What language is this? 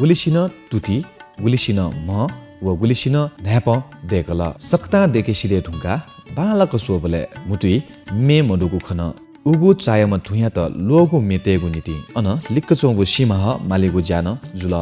Newari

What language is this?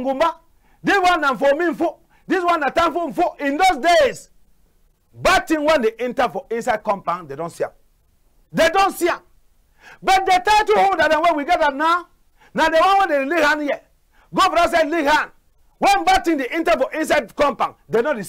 Cameroon Pidgin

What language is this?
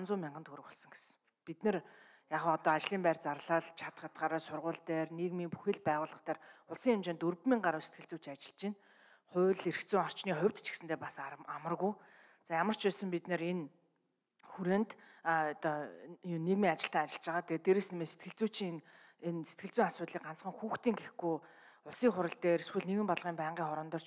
Mongolian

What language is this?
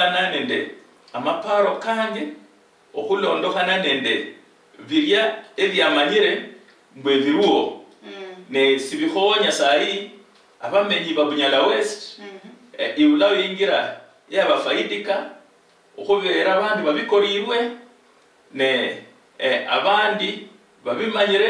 Luyia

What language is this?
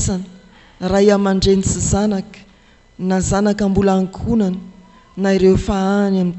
Malagasy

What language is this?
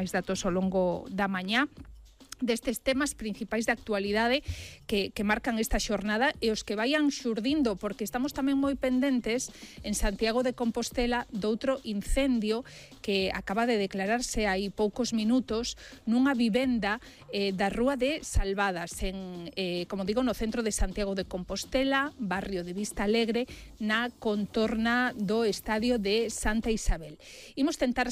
Galician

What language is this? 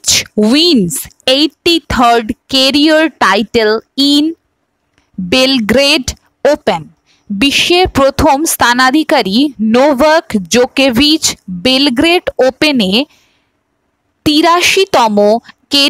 Bangla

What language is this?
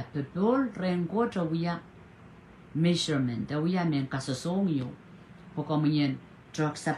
Pohnpeian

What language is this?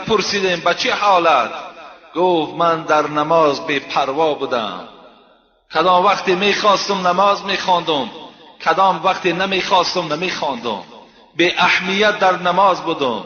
Tajik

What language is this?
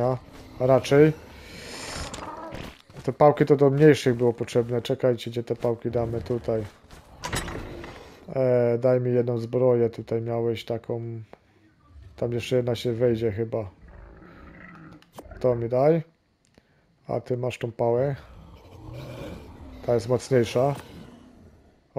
Polish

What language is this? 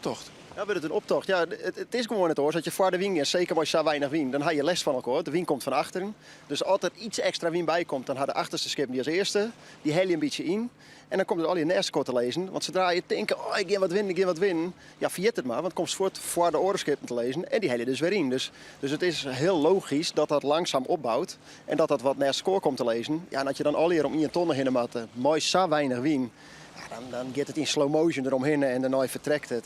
Western Frisian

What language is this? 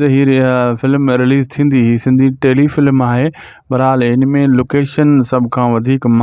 Sindhi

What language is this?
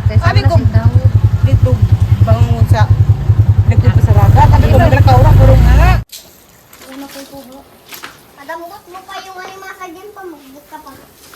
Cebuano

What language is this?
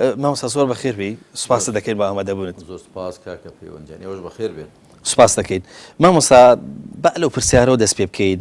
Central Kurdish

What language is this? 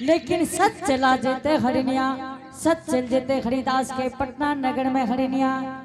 Angika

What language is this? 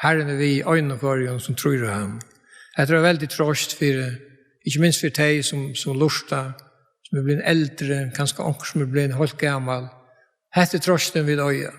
Faroese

